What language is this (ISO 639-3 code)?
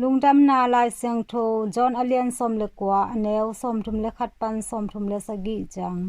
ctd